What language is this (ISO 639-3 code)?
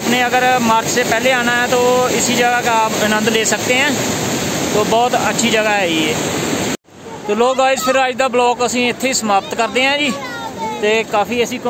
hin